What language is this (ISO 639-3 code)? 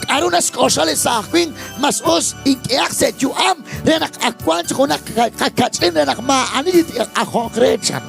kek